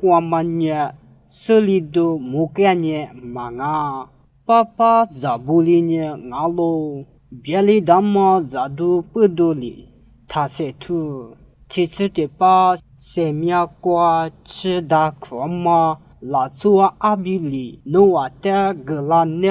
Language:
Lisu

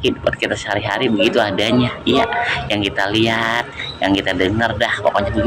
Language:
Betawi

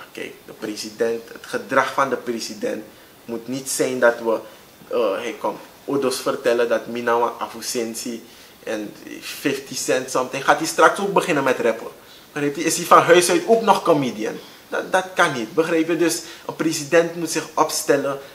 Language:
Dutch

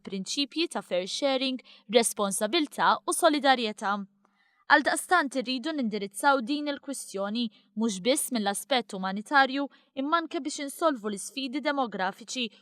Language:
Maltese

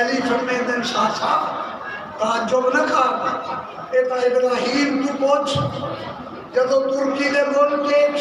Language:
Saraiki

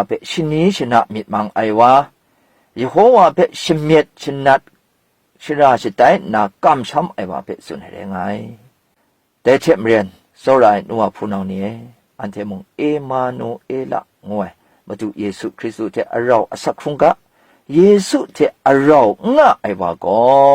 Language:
Kachin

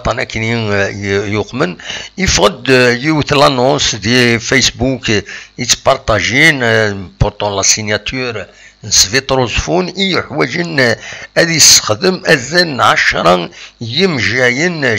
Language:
Kabyle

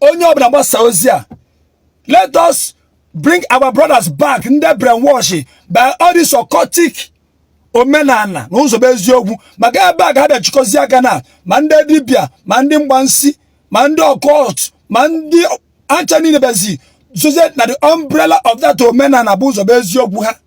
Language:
Igbo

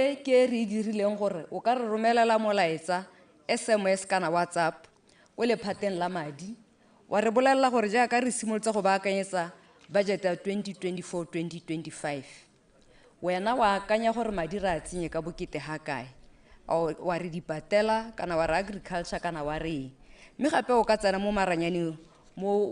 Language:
Tswana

